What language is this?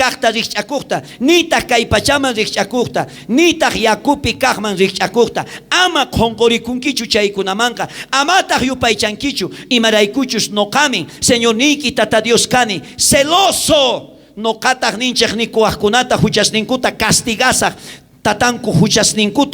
South Bolivian Quechua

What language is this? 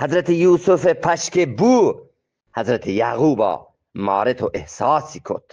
Eastern Balochi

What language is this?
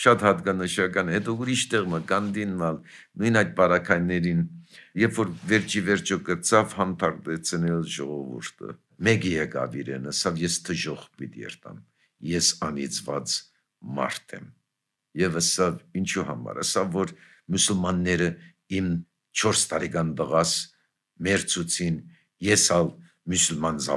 Armenian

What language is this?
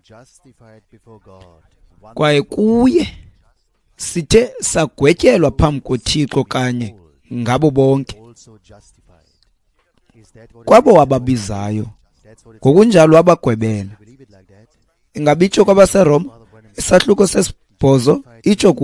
Xhosa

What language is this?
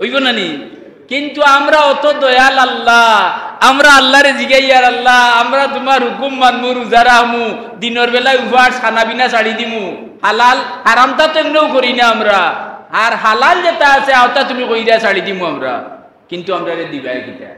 Sylheti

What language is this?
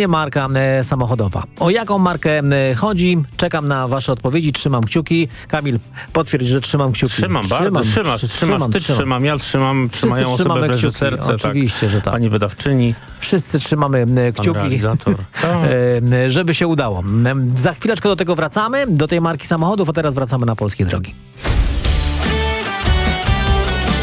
Polish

